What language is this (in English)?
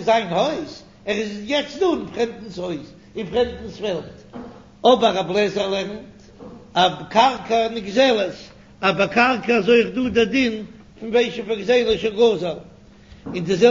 Yiddish